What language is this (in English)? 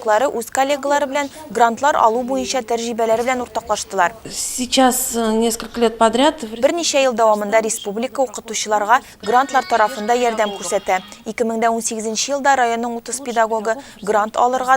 Tatar